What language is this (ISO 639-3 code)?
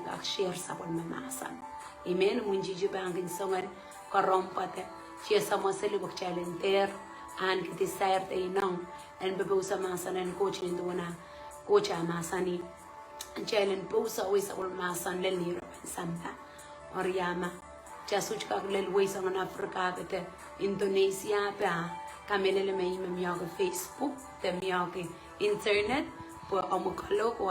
pon